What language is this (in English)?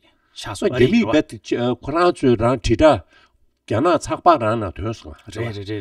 Tibetan